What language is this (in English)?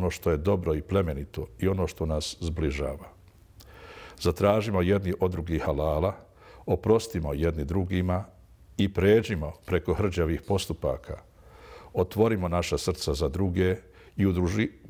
Bosnian